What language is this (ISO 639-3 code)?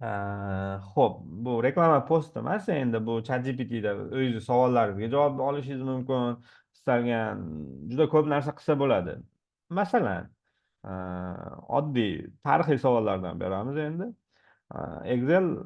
uzb